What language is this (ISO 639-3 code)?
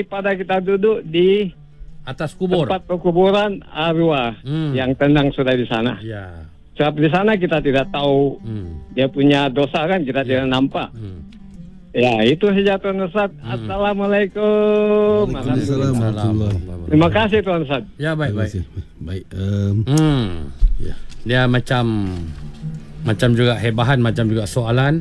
msa